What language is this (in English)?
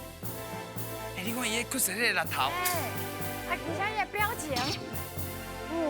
Min Nan Chinese